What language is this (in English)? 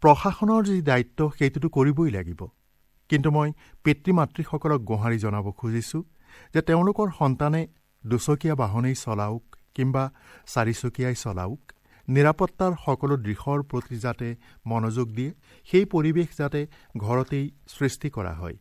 Assamese